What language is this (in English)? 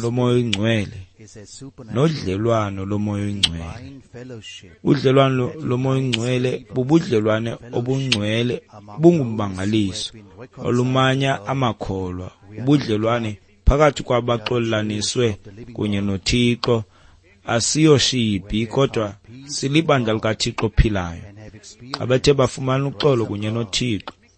Xhosa